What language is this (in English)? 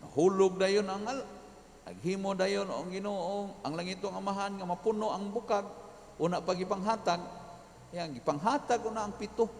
Cebuano